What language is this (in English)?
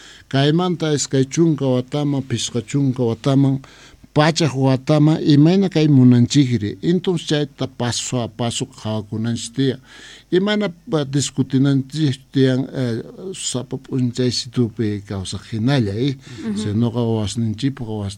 Quechua